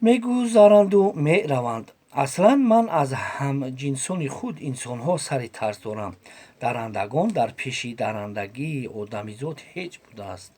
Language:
Tajik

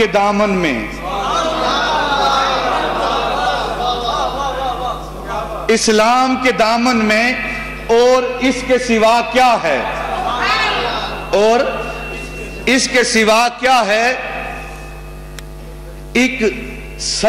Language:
Urdu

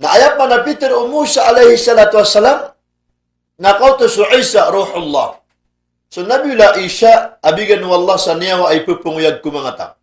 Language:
Maranao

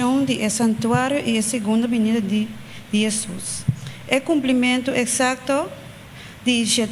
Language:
Papiamento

